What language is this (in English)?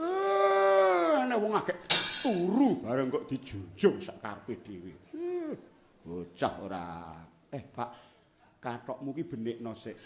Javanese